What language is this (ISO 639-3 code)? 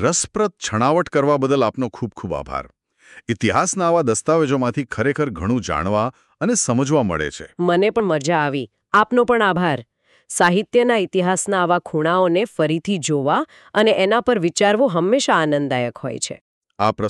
guj